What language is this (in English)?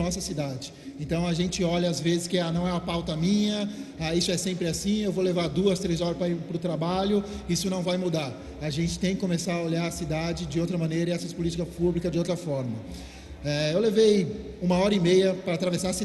Portuguese